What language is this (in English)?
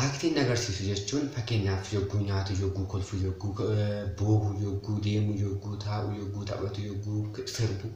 Oromo